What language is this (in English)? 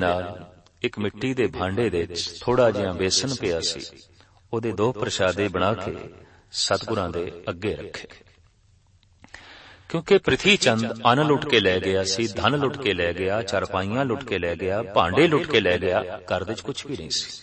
Punjabi